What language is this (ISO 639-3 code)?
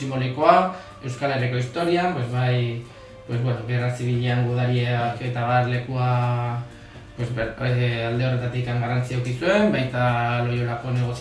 eus